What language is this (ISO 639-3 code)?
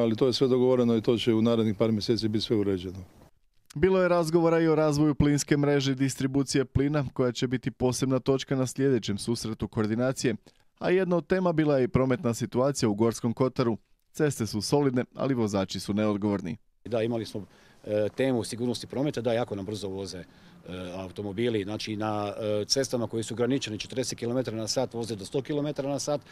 hrv